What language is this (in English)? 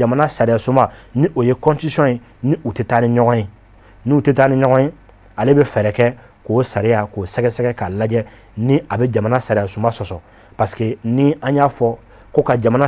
Bambara